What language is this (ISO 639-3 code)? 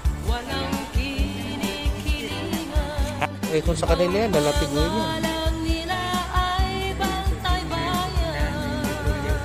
fil